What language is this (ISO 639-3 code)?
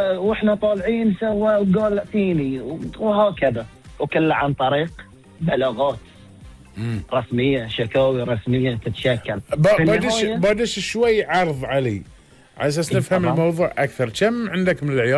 afb